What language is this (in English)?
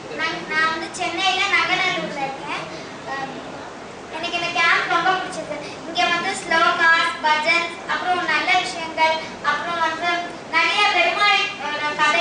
Tamil